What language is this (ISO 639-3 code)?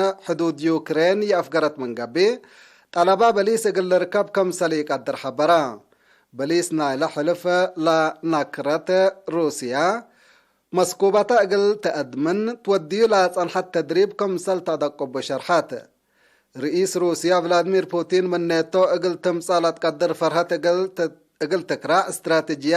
tig